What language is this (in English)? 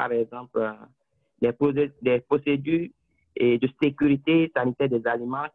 French